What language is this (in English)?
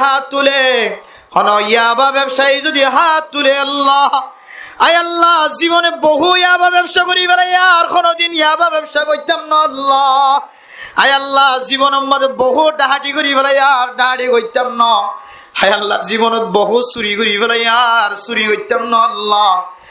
Rohingya